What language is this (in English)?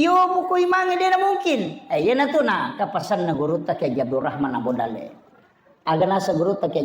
Buginese